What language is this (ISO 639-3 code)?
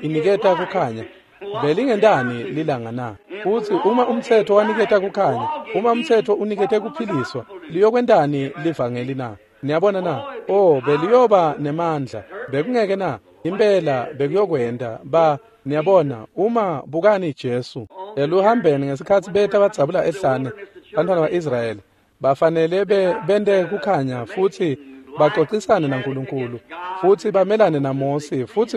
ssw